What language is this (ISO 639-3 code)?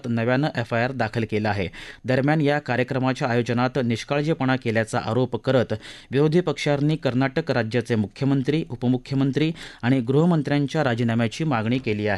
mar